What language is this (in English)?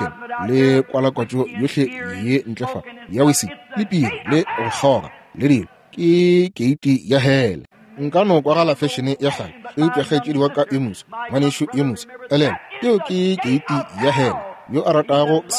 Northern Sotho